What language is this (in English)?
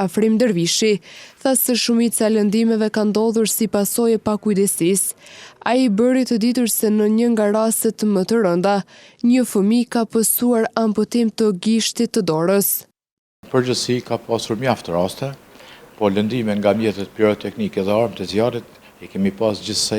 Albanian